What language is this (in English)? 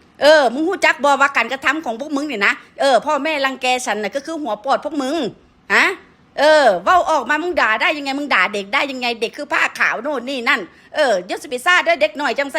Northeastern Thai